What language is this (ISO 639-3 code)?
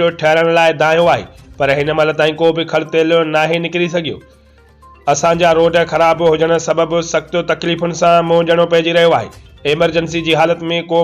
snd